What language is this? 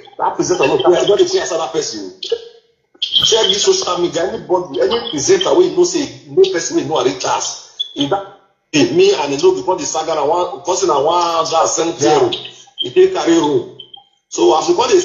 Nigerian Pidgin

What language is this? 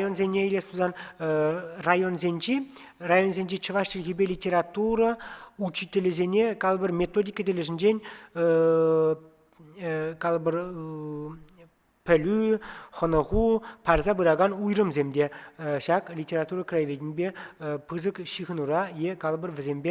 Chuvash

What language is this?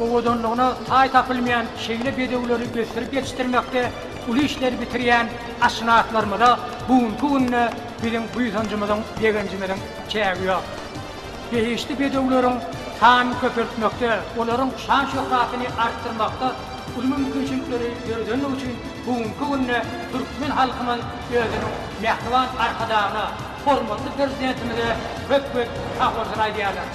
Turkmen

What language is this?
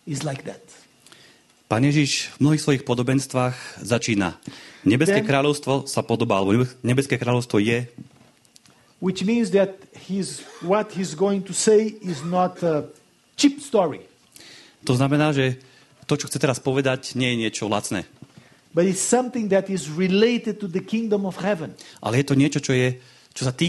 Slovak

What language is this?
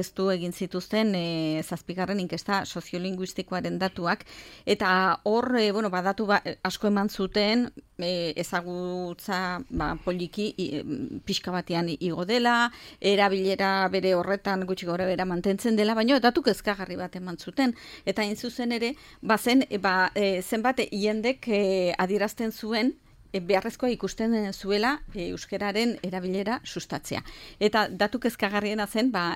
Basque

